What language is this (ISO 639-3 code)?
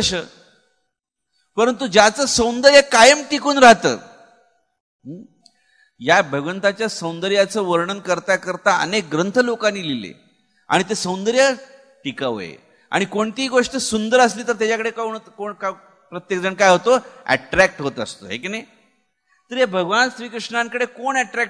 mar